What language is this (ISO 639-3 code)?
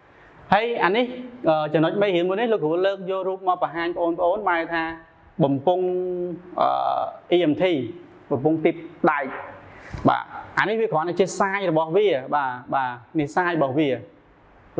khm